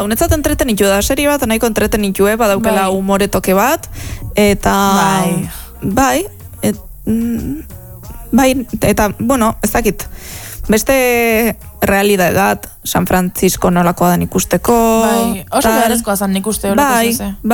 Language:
Basque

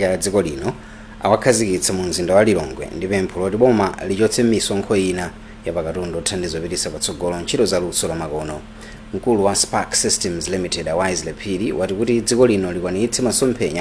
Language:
Nyanja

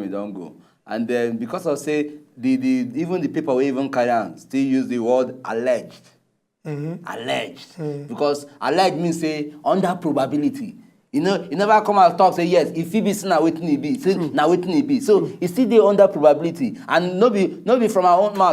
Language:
Nigerian Pidgin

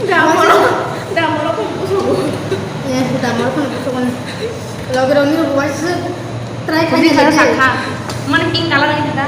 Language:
Kok Borok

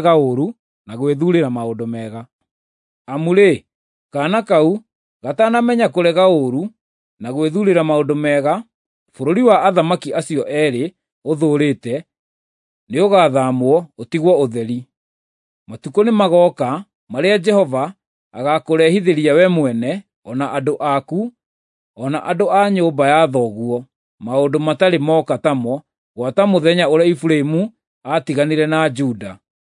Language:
Kikuyu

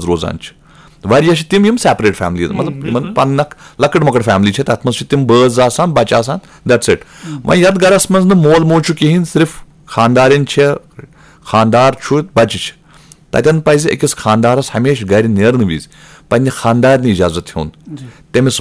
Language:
Kashmiri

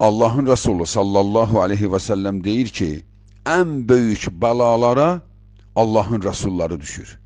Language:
Azerbaijani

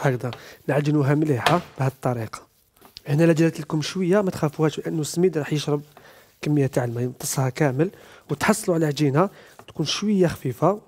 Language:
Algerian Arabic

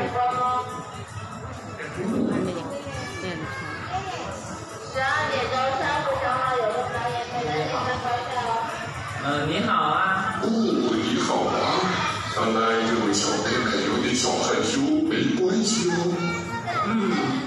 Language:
Chinese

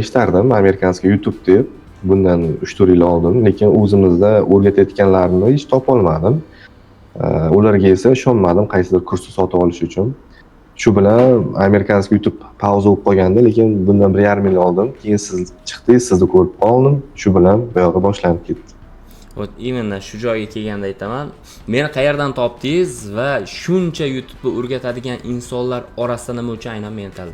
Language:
Uzbek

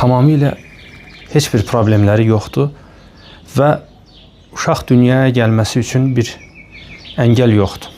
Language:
Azerbaijani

